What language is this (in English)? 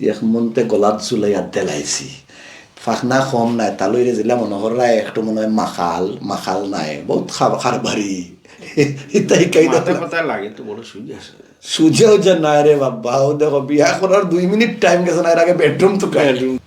Sylheti